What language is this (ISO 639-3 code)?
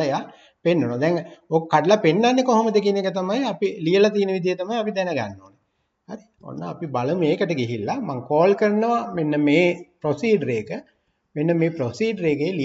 sin